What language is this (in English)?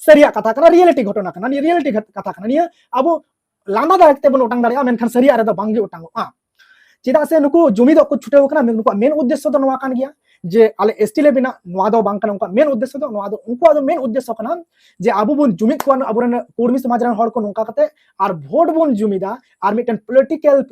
Santali